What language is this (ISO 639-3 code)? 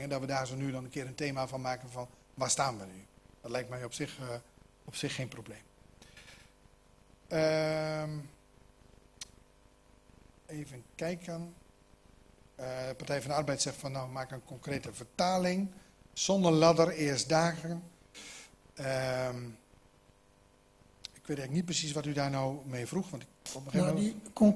nld